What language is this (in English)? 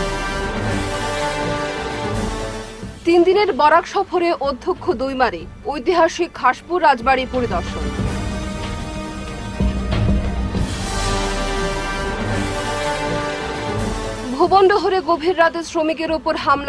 Bangla